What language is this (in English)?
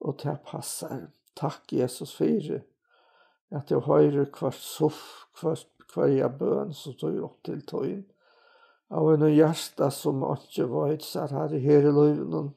Faroese